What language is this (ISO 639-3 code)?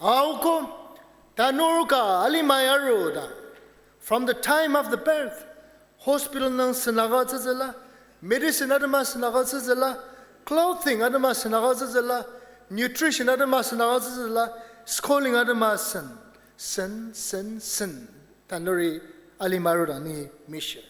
njo